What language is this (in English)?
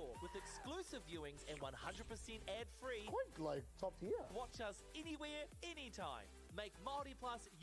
Māori